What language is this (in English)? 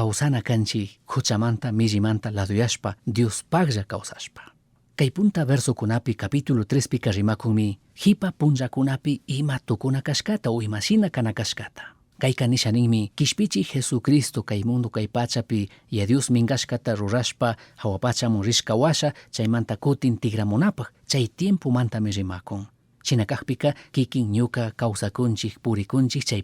Chimborazo Highland Quichua